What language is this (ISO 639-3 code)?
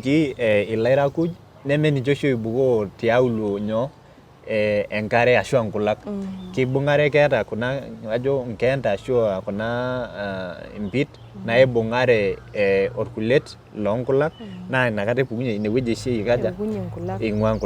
mas